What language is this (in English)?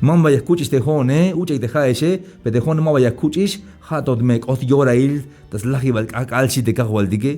Tzeltal